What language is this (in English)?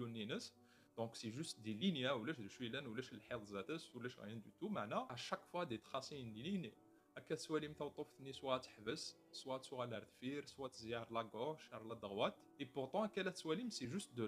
Kabyle